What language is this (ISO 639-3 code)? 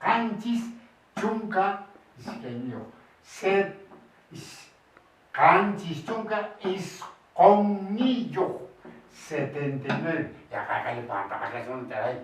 que